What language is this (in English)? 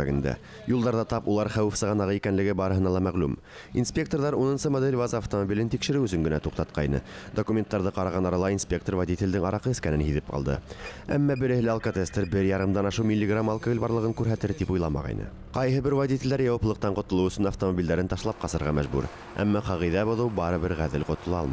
Bashkir